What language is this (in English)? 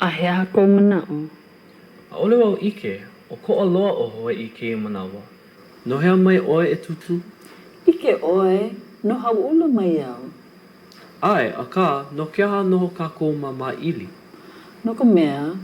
Hawaiian